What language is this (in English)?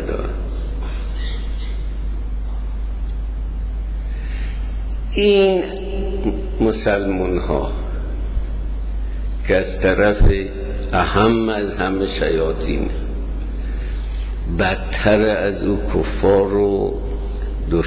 Persian